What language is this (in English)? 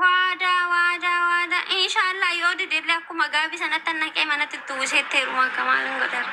Oromo